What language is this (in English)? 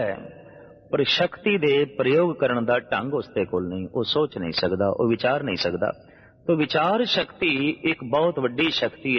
Punjabi